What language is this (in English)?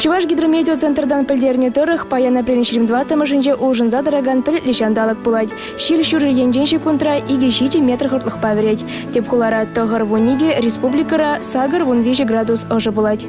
Chuvash